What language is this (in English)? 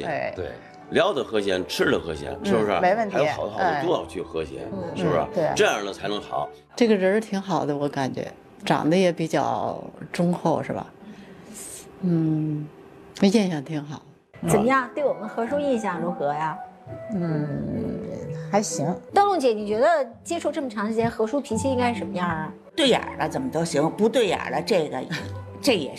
Chinese